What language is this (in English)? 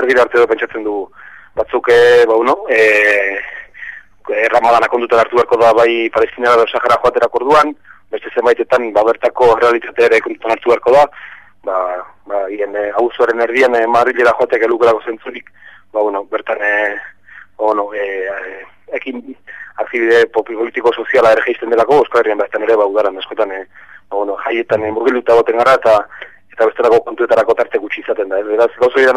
Basque